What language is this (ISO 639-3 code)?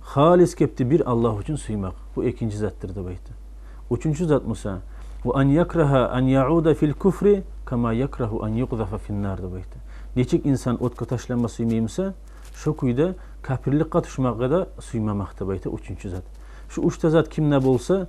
kum